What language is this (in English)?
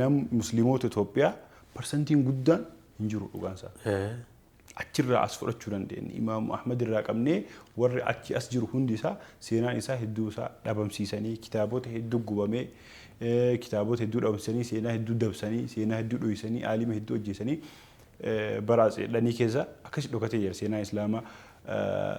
Oromo